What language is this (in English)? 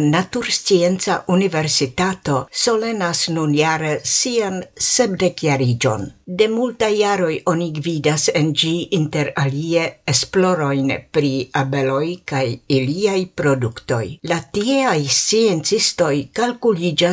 Esperanto